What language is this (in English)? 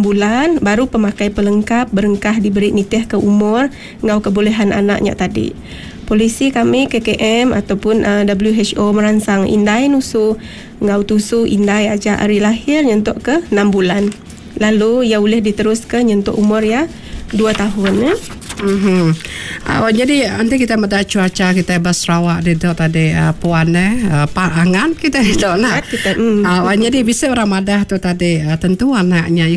Iban